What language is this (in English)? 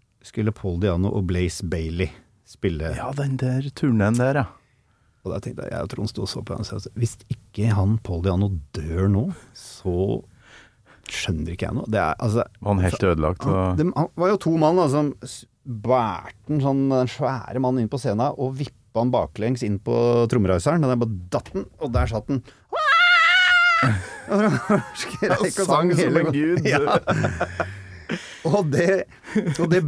Norwegian